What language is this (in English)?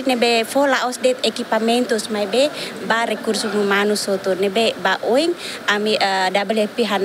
Tetum